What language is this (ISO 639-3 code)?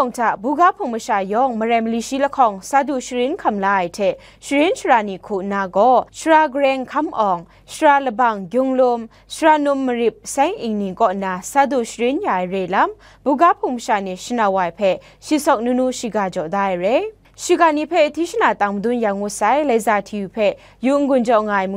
kac